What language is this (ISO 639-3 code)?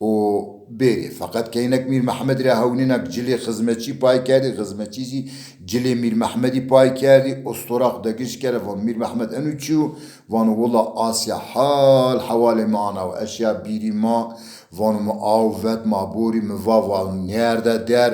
zza